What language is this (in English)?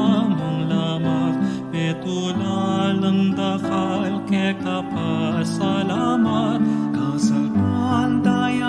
Pampanga